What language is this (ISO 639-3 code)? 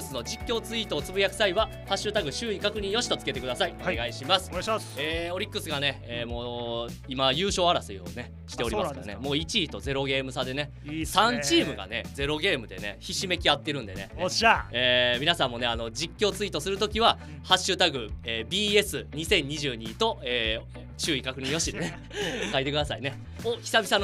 jpn